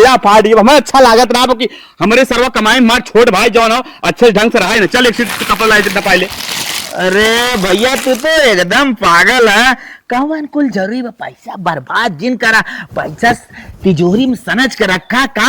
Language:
Awadhi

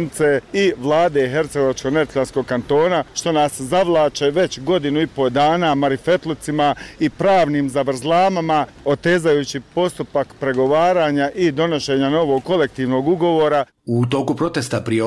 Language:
Bosnian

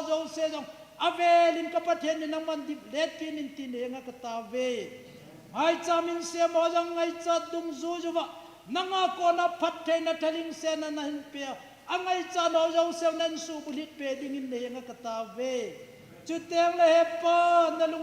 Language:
Thado Chin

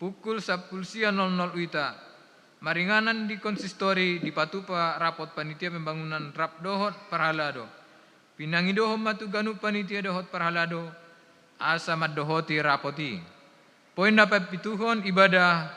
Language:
Batak Toba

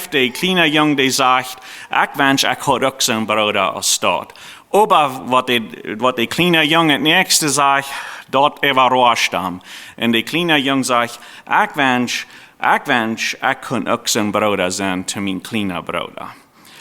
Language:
Plautdietsch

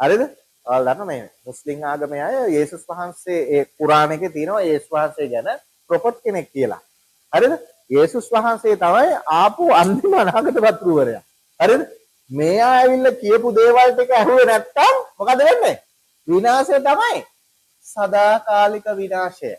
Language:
Sinhala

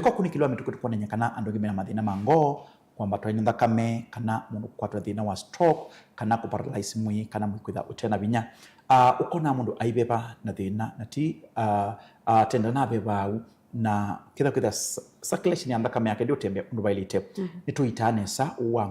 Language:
Kamba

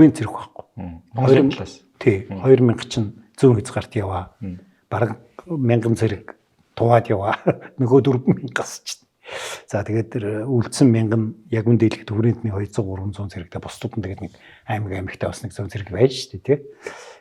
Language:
Mongolian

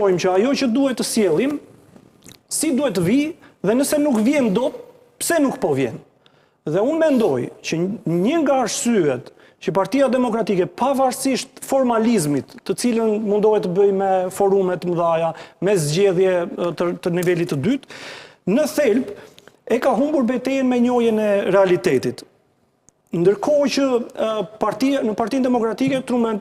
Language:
Albanian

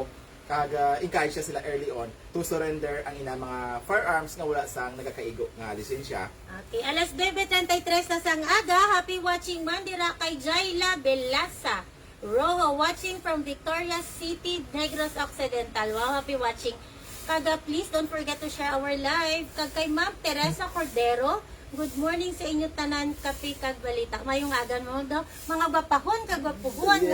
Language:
Hiligaynon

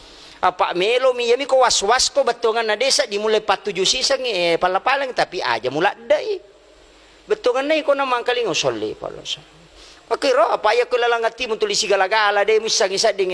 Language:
Buginese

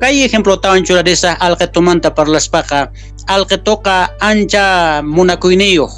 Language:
South Bolivian Quechua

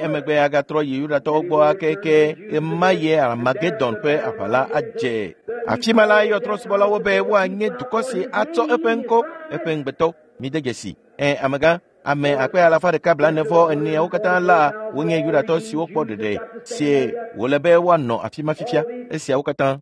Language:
Ewe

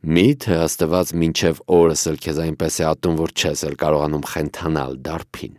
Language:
Armenian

